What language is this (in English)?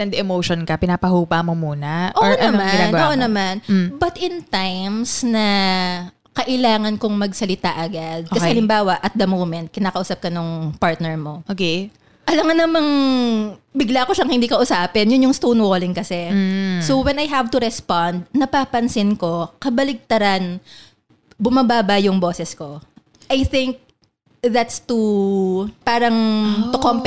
Filipino